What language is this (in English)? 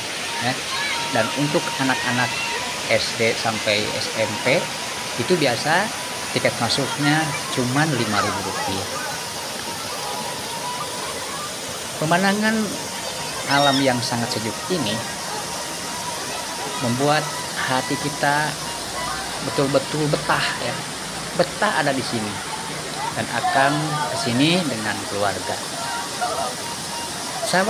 Indonesian